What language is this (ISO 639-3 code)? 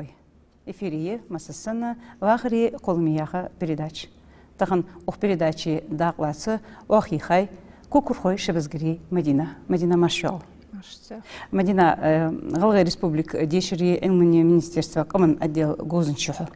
inh